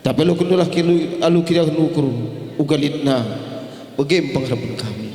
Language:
Batak Karo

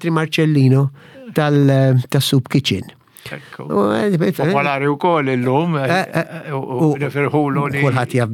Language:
Maltese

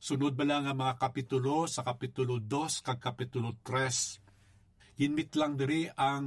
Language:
Hiligaynon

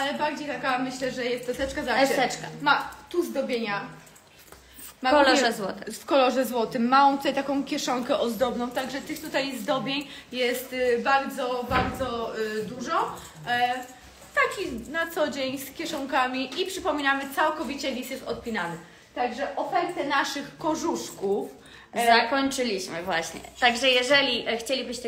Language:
Polish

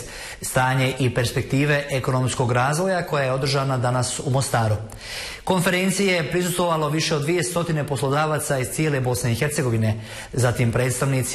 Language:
Bosnian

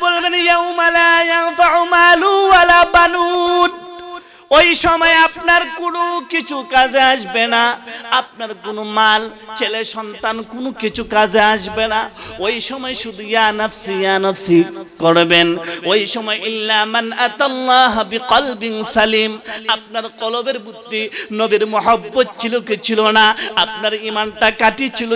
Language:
Bangla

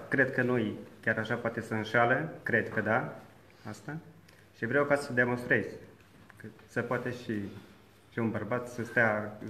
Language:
Romanian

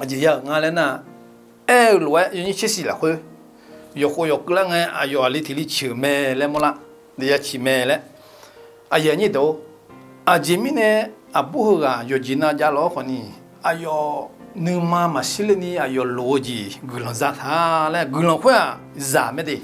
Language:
Akha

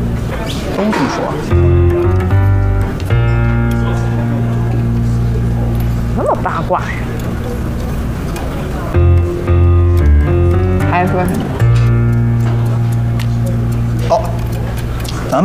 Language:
Chinese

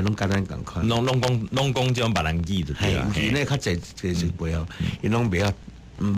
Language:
Min Nan Chinese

